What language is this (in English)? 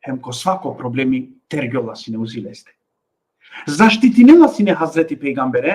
Balkan Romani